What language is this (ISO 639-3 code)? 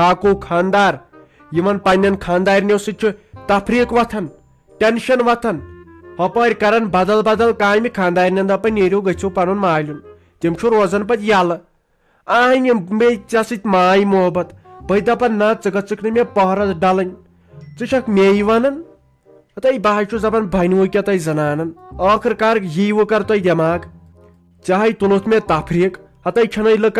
kas